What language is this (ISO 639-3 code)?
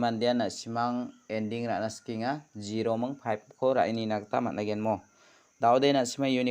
grt